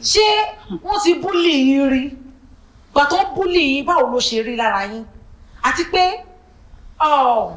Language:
Yoruba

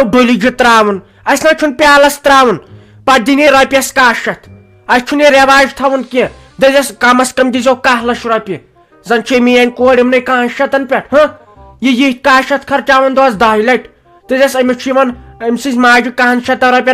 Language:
Kashmiri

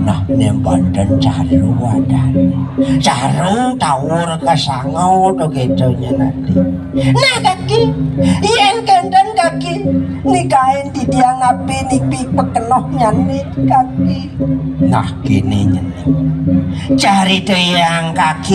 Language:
Balinese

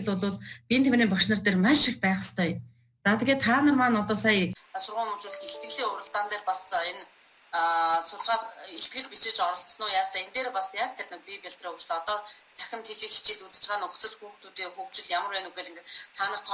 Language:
Mongolian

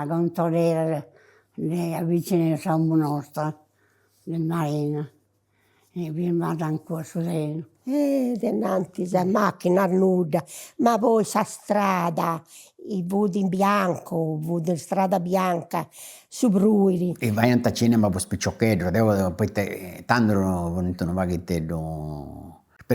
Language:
Sardinian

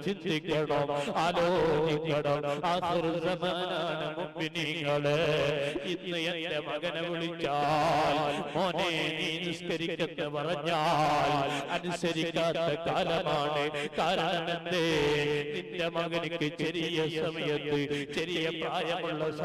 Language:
Malayalam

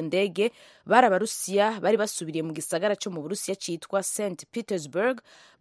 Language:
Kinyarwanda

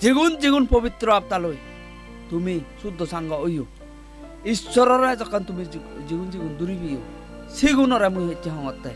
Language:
Chakma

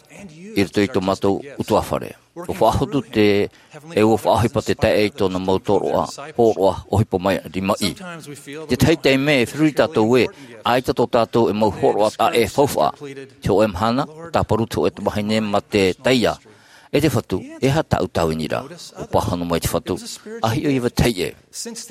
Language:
Tahitian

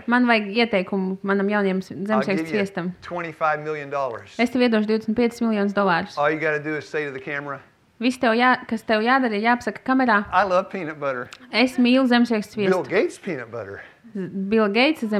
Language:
Latvian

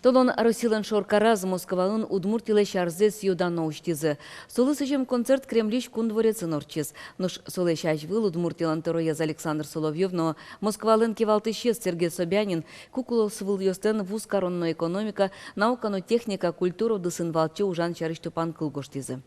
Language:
Udmurt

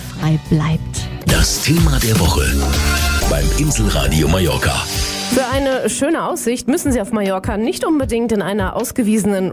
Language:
German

